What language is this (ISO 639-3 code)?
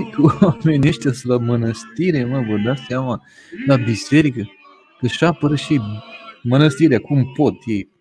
ron